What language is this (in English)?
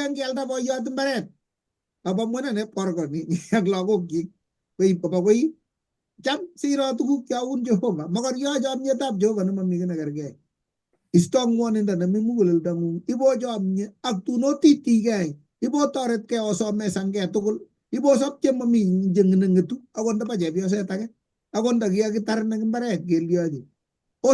Kalenjin